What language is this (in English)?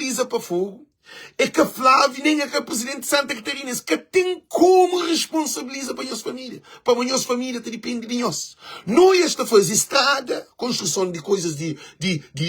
Kabuverdianu